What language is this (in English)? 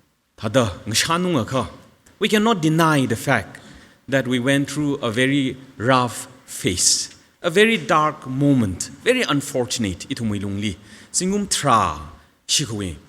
Tangkhul Naga (India)